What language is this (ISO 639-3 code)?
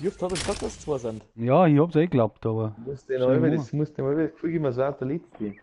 bar